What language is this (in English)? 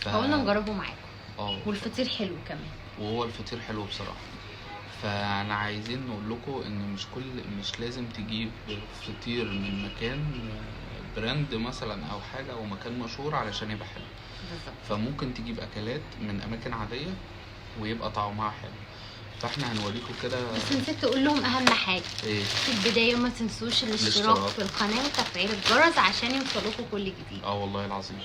Egyptian Arabic